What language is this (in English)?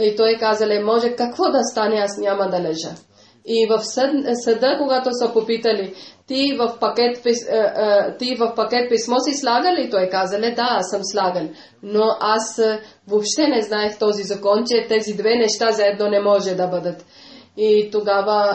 Bulgarian